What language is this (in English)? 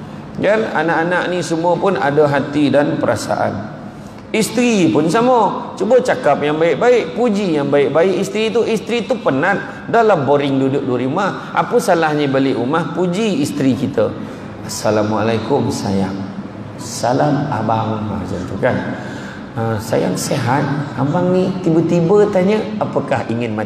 Malay